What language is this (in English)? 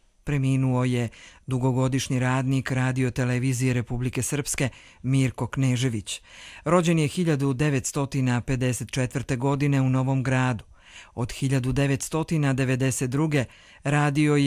Croatian